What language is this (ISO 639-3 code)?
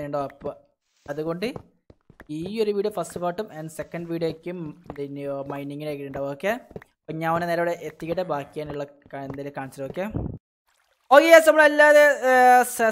mal